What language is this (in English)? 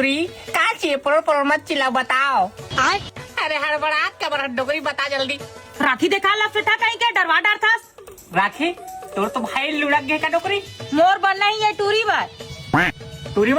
Chhattisgarhi